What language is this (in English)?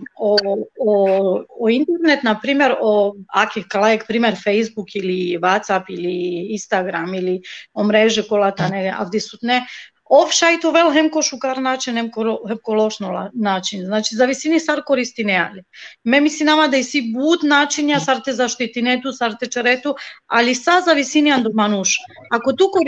Balkan Romani